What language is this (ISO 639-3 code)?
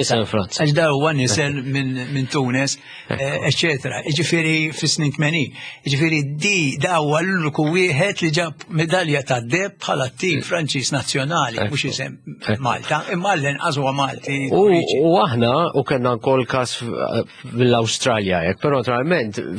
mlt